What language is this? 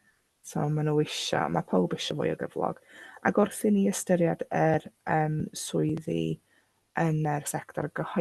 Welsh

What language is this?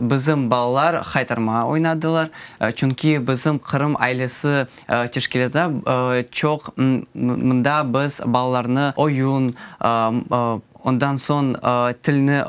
Crimean Tatar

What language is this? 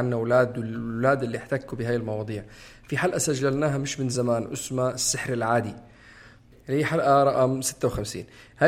North Levantine Arabic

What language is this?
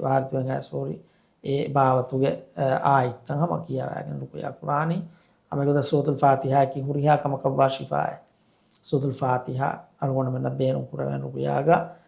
Divehi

